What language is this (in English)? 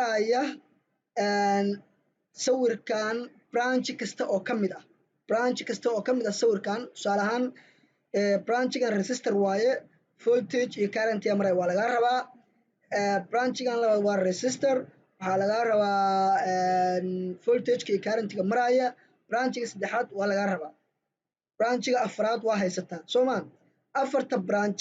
Somali